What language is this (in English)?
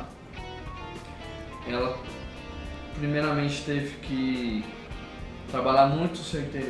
Portuguese